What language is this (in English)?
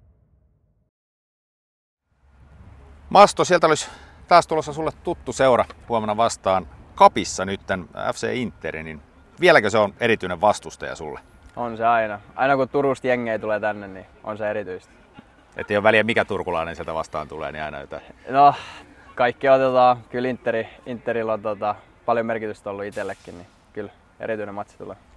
Finnish